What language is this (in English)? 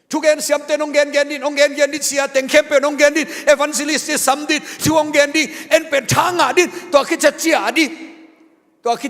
Tedim Chin